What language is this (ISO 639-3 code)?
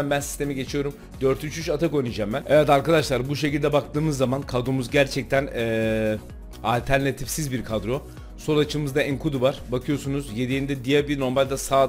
tur